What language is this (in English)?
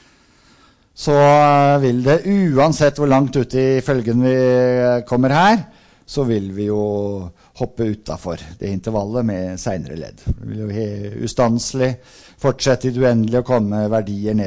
Norwegian